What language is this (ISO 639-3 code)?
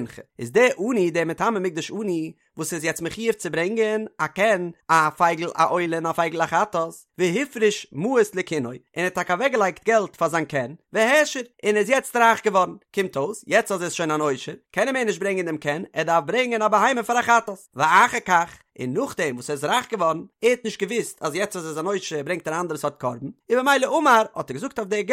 yid